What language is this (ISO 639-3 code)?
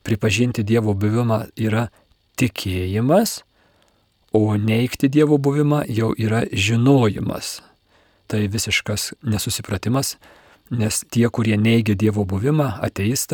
lit